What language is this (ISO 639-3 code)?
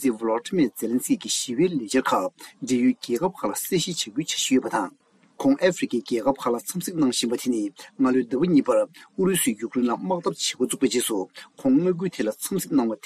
bod